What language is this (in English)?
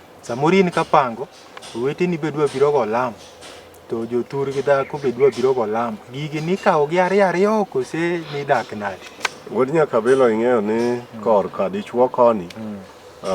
Luo (Kenya and Tanzania)